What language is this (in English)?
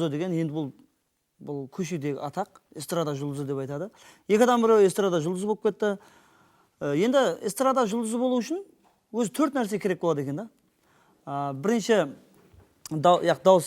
Kara-Kalpak